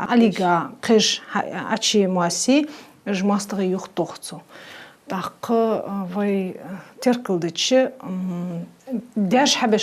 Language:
Ingush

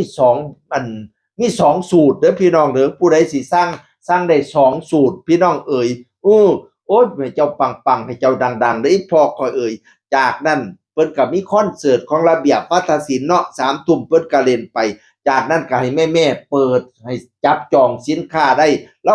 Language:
Northeastern Thai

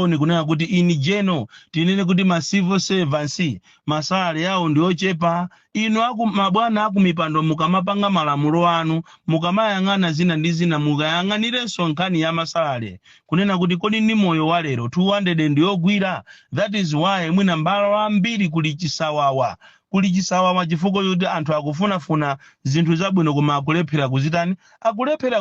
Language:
Nyanja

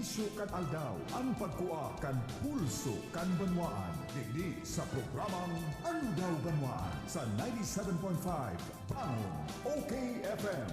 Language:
Bikol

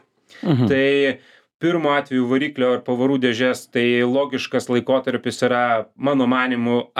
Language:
Lithuanian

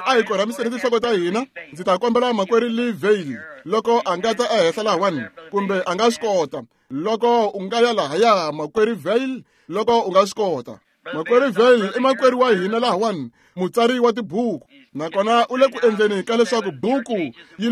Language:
Tsonga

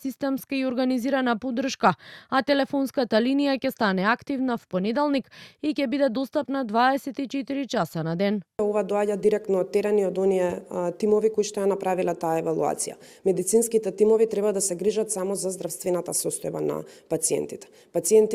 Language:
Macedonian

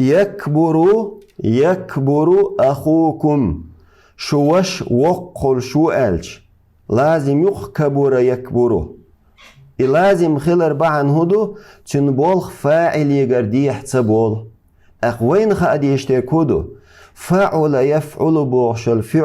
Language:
Chechen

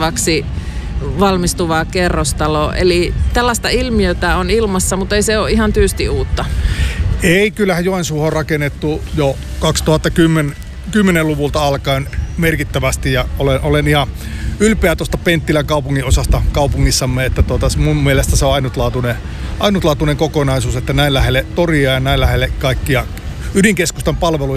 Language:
Finnish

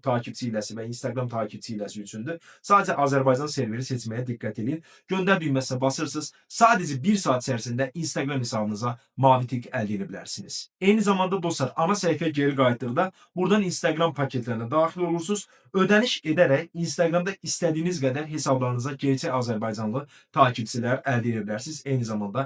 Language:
Azerbaijani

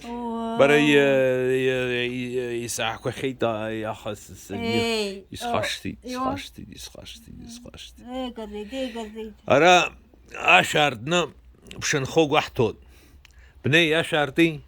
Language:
Abkhazian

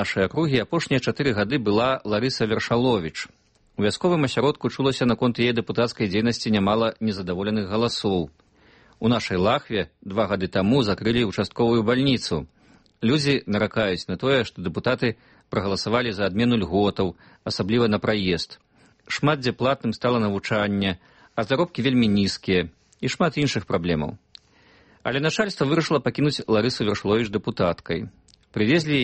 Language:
Belarusian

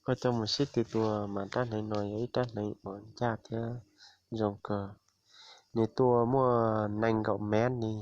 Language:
Hmong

